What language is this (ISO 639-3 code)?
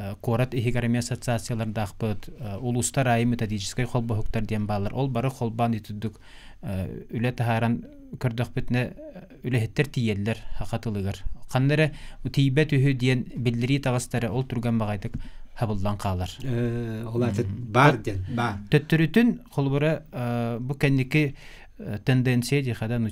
sah